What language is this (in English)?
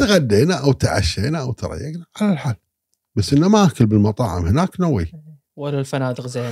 Gulf Arabic